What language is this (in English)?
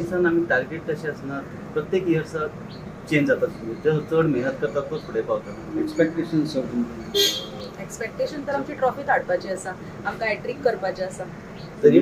Konkani